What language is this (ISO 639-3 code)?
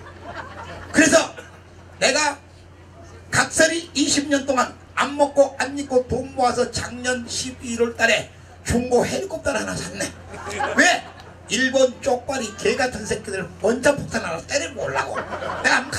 kor